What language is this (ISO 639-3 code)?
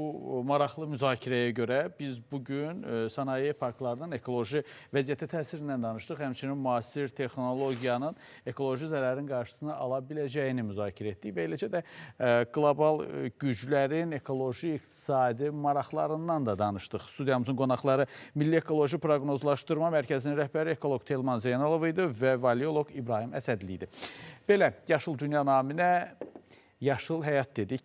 aze